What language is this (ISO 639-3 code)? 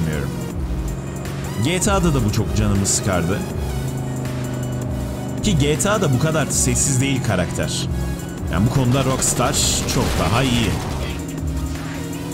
tur